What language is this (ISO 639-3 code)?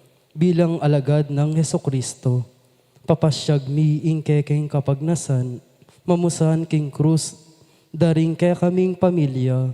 pam